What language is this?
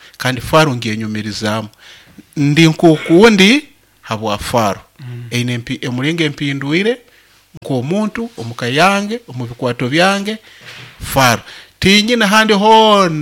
Nyoro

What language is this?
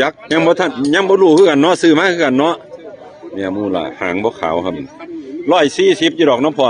Northeastern Thai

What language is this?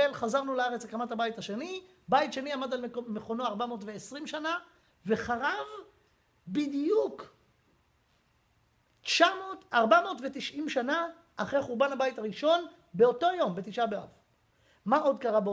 Hebrew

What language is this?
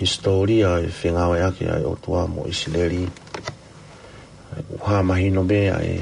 Tongan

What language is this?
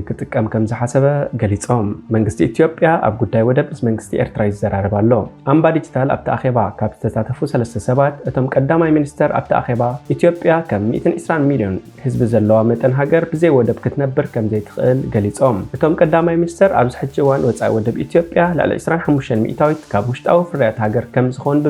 Tigrinya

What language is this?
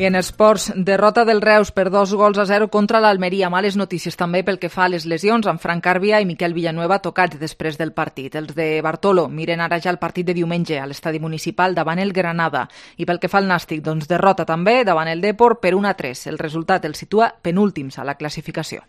Catalan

